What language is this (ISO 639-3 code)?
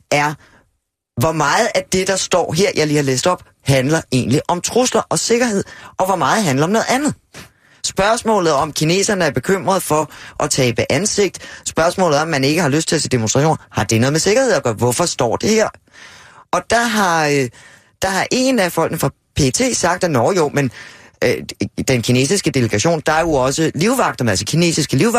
dan